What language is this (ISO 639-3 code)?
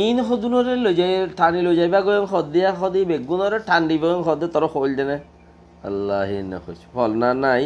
rhg